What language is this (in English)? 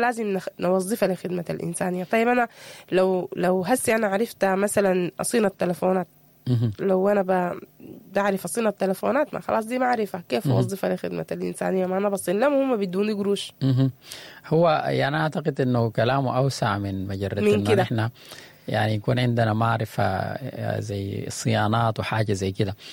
Sudanese Arabic